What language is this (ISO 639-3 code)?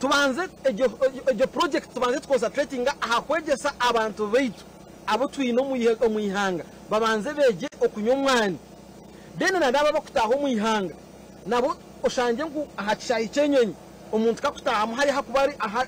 nyn